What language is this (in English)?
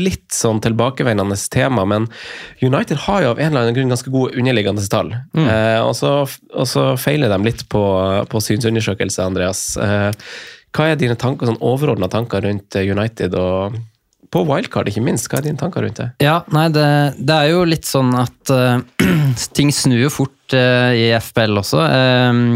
Norwegian